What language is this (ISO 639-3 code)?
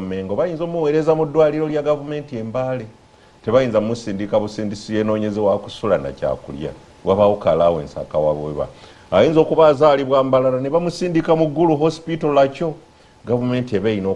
lug